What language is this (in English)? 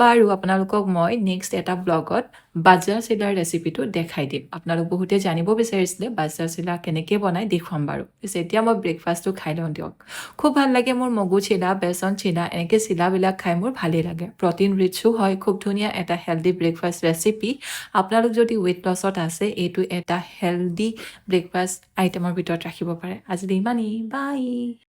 Assamese